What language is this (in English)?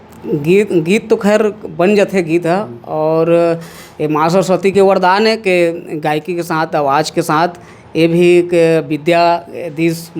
Chhattisgarhi